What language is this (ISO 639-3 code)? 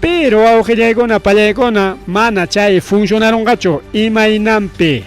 quy